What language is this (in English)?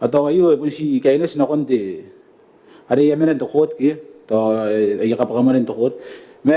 Gilbertese